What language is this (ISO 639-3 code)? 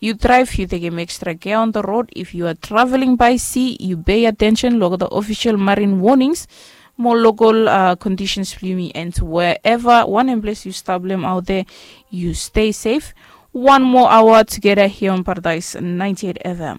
bis